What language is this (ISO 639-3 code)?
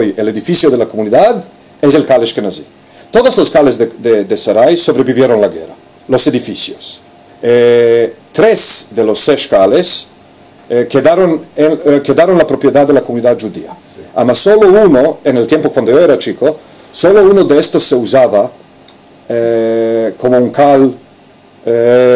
lad